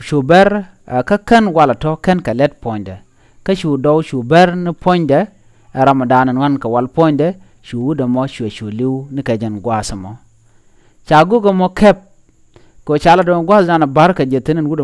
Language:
Nuer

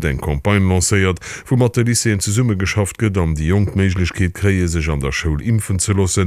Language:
Luxembourgish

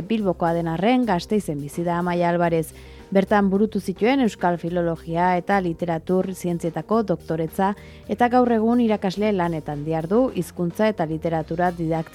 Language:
Basque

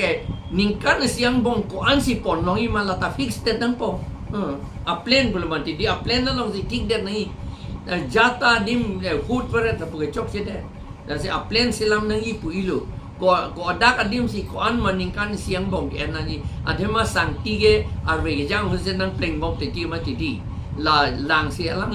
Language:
Karbi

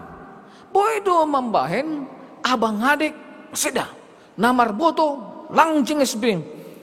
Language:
Batak Simalungun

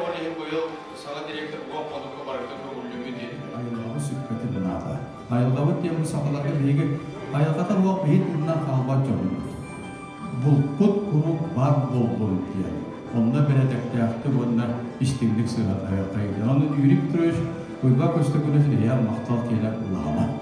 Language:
Yakut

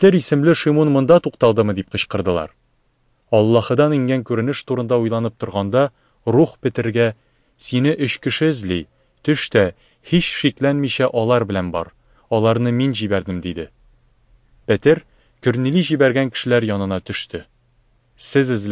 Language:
Tatar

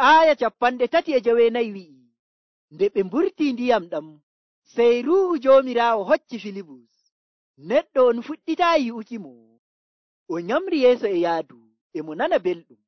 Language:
Nigerian Fulfulde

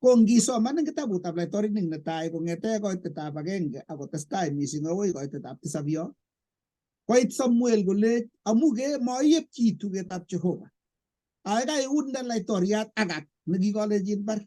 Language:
Kalenjin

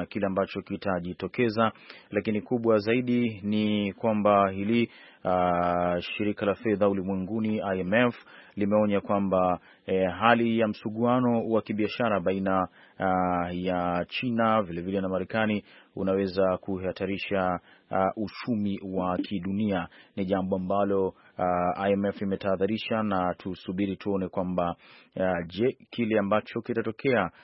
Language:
Swahili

